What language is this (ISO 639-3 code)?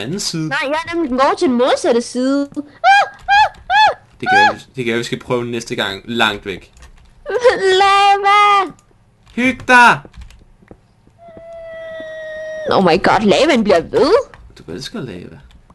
dan